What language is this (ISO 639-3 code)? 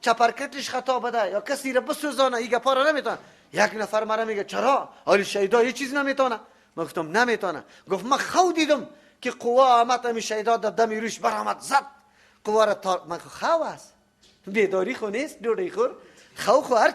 fas